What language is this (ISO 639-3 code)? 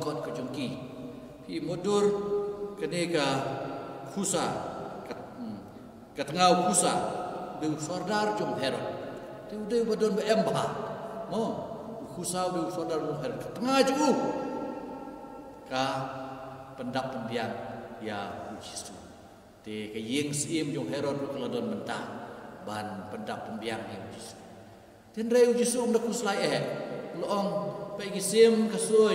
kha